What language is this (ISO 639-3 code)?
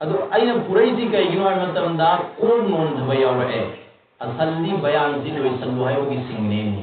mni